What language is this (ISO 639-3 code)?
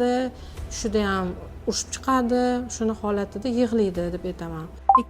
uzb